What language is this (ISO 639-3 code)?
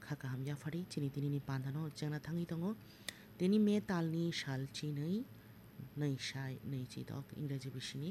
trp